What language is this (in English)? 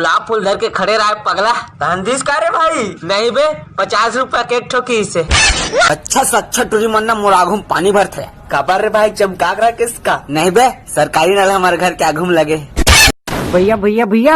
Chhattisgarhi